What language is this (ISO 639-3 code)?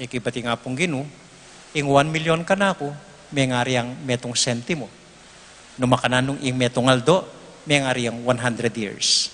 pam